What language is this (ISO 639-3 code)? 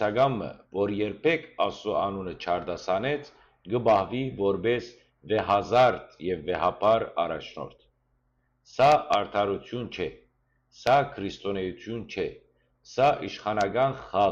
hyw